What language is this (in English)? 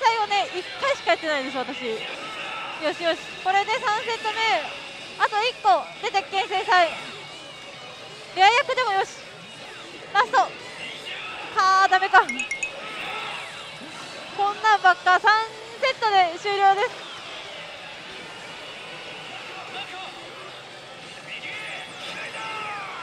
Japanese